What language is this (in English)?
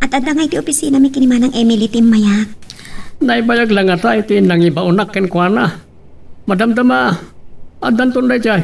Iloko